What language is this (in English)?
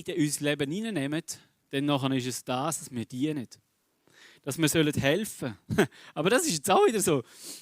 Swiss German